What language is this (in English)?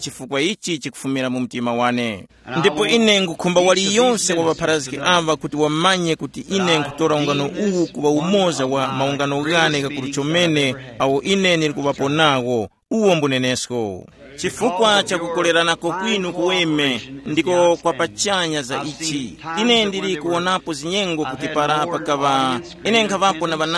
Tumbuka